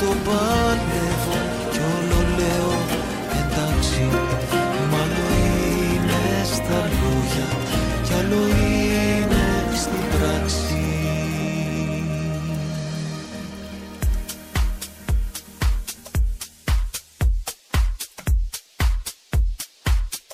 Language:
Greek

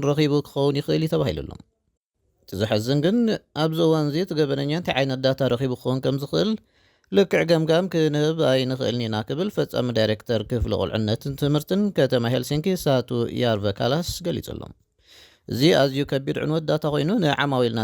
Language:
Tigrinya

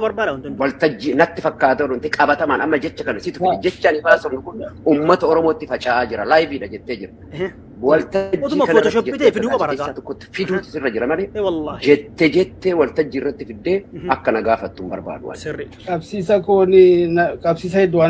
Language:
Oromo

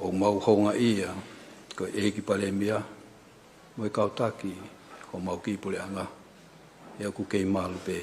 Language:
Tongan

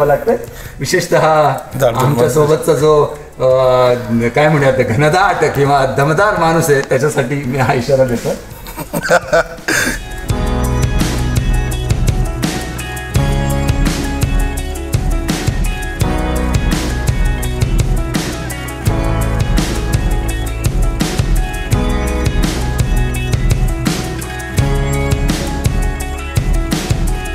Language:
Marathi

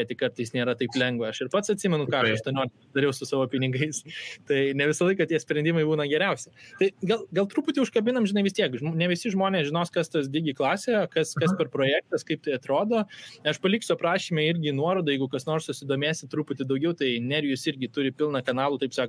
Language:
Lithuanian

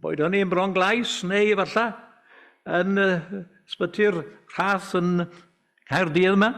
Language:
Welsh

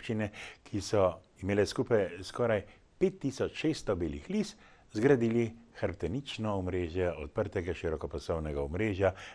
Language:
Slovenian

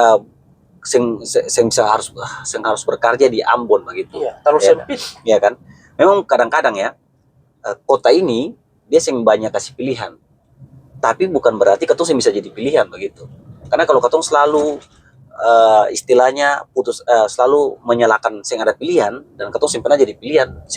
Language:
Ambonese Malay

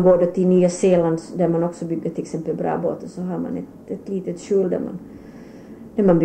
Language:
Swedish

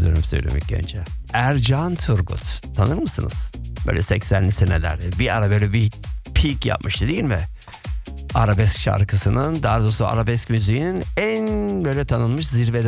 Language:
Turkish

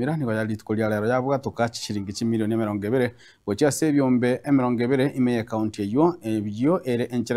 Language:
Gusii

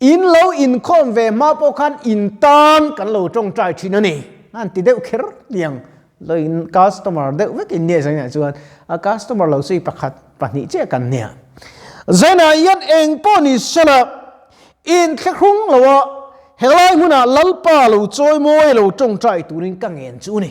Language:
Mizo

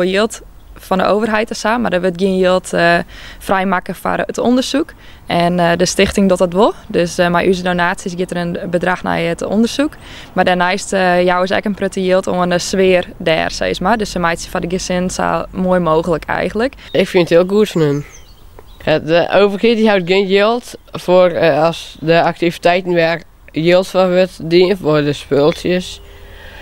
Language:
Western Frisian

